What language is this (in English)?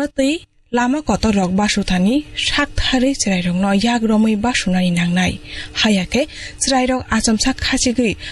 Kok Borok